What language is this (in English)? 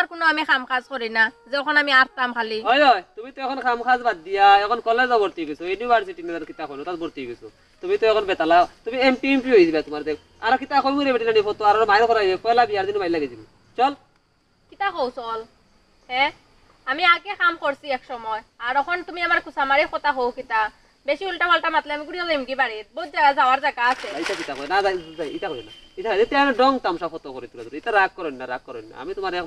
Sylheti